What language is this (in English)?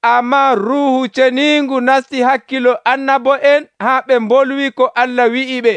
Nigerian Fulfulde